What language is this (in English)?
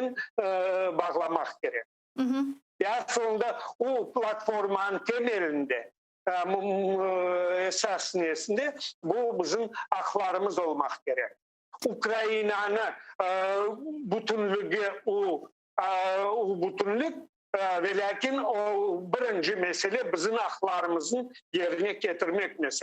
Crimean Tatar